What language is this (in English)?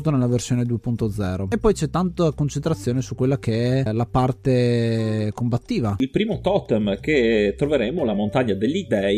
Italian